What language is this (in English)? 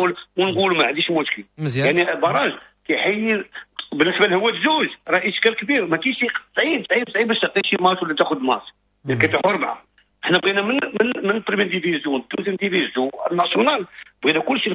Moroccan Arabic